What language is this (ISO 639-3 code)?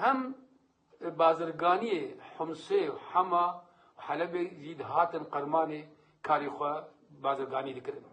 kur